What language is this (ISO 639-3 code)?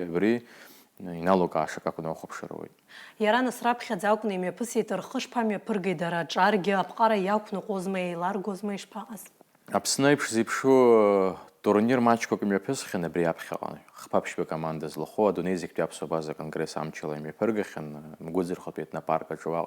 abk